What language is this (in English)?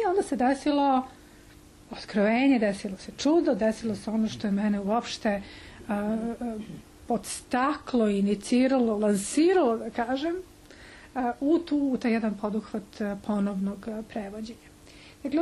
Serbian